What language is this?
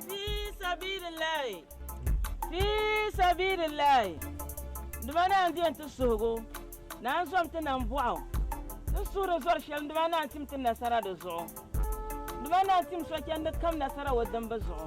Dagbani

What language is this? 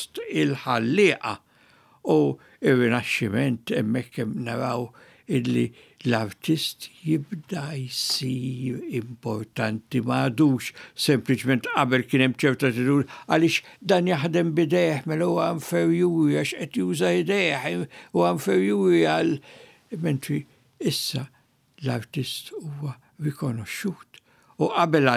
Maltese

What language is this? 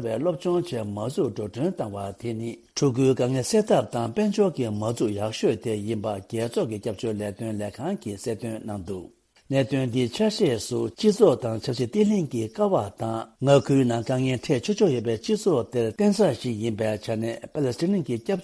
Tibetan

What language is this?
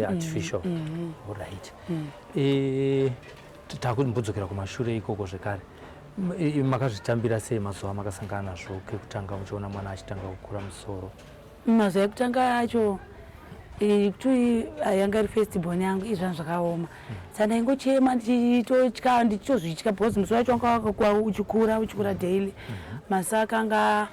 Shona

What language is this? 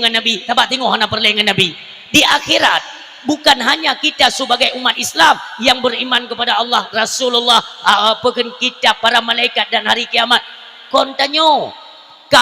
Achinese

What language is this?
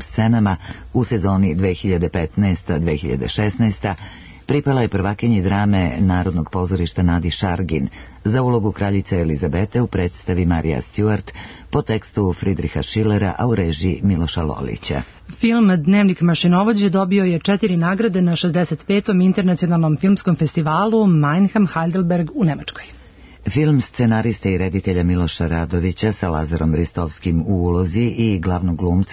Serbian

